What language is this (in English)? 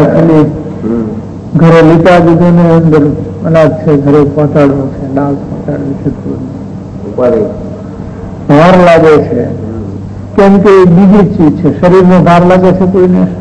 Gujarati